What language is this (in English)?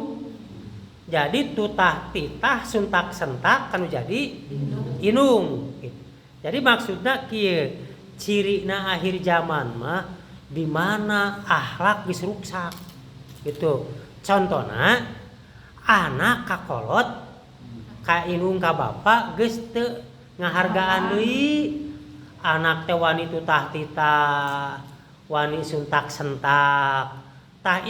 Sundanese